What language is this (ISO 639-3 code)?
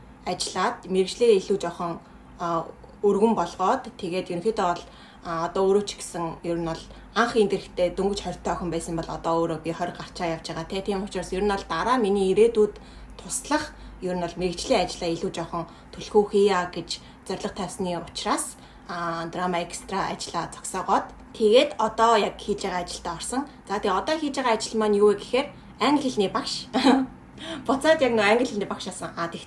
mon